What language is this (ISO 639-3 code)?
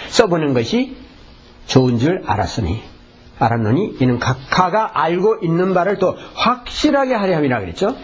kor